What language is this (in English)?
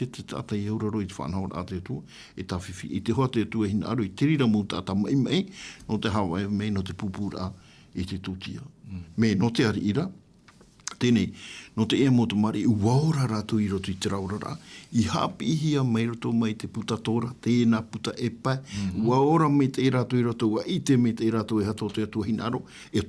Tahitian